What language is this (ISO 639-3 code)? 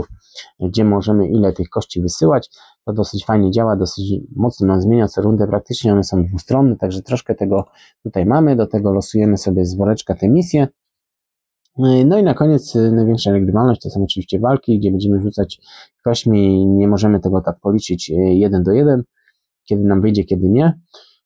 pol